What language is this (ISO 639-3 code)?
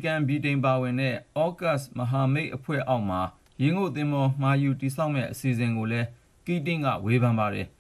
mya